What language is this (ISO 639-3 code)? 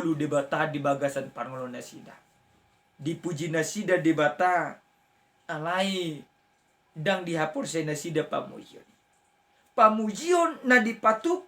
bbc